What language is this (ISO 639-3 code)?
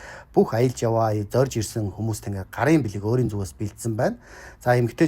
mon